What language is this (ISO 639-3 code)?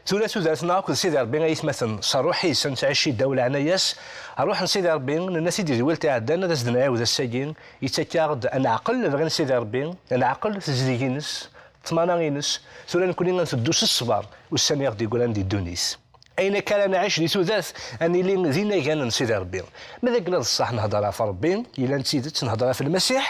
kab